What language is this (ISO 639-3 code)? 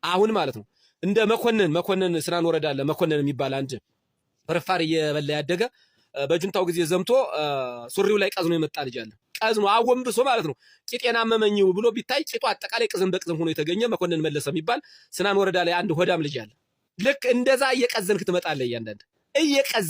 amh